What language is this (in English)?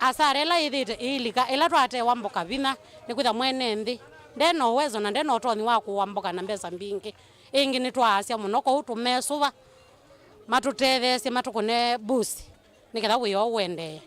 Kamba